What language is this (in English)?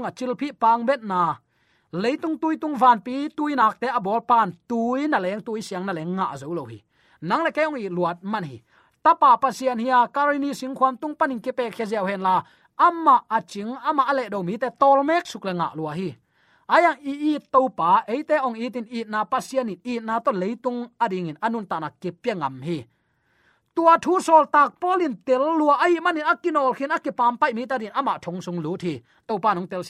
Tedim Chin